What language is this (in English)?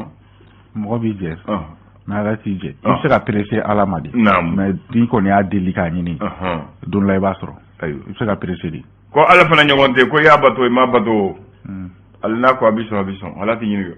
Bambara